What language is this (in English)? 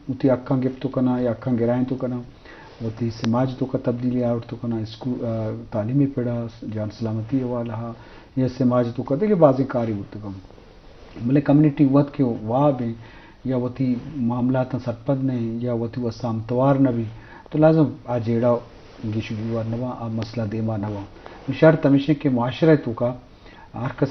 Eastern Balochi